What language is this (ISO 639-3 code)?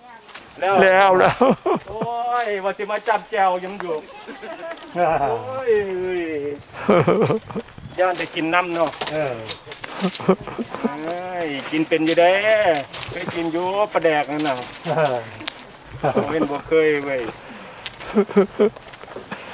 tha